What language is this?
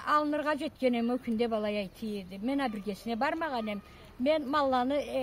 Karachay-Balkar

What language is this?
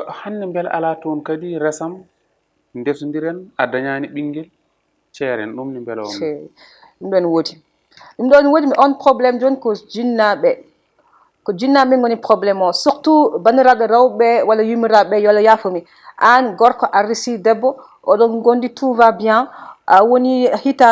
Fula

